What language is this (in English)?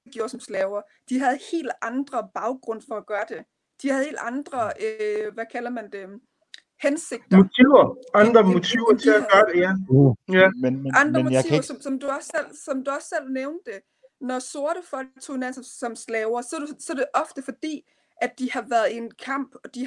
Danish